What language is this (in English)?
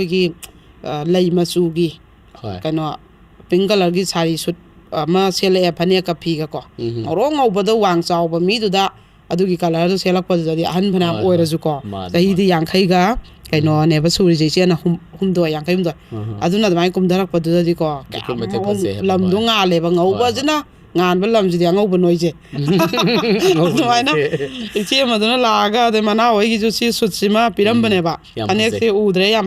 Manipuri